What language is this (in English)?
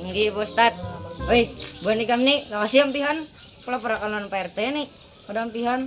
Banjar